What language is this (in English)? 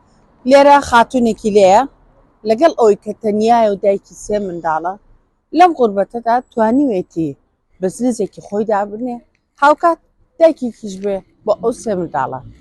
Central Kurdish